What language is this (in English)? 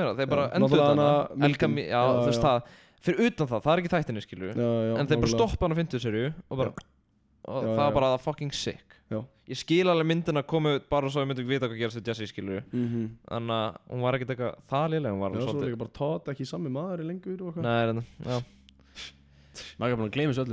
Icelandic